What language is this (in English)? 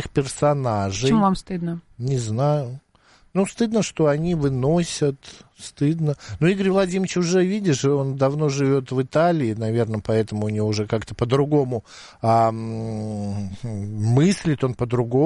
Russian